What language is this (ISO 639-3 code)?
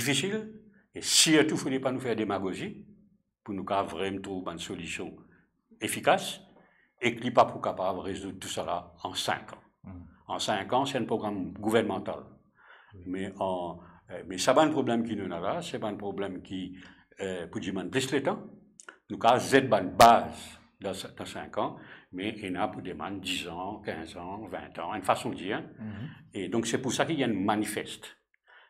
mfe